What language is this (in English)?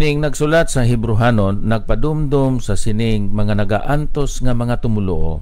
Hiligaynon